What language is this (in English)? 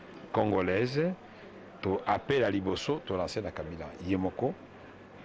Lingala